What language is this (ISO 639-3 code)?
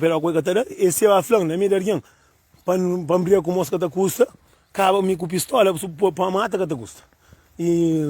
kea